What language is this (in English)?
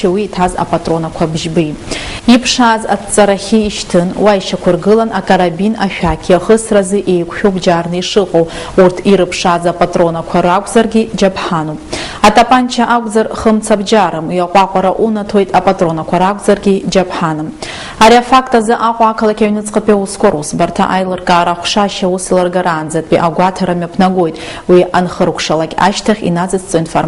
Abkhazian